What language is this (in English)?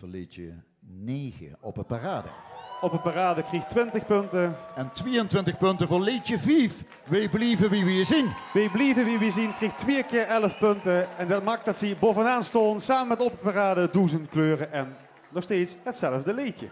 Limburgish